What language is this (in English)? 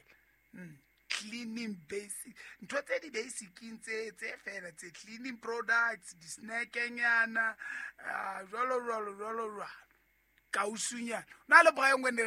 Southern Sotho